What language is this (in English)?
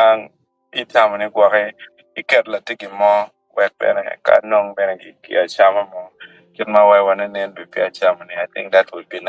Acoli